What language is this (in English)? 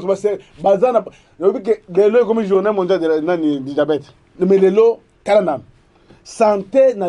Lingala